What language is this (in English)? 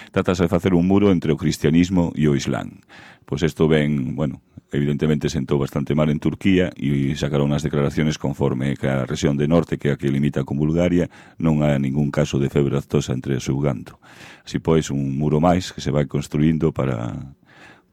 Galician